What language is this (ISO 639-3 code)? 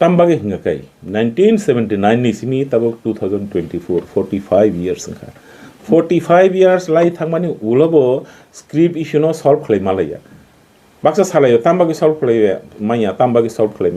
trp